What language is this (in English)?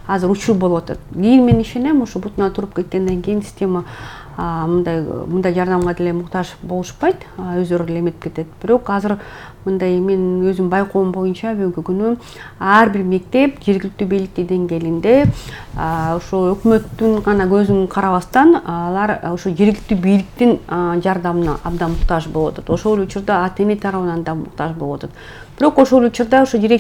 Kyrgyz